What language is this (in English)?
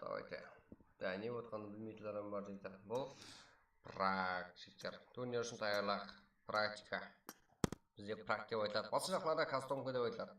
Kara-Kalpak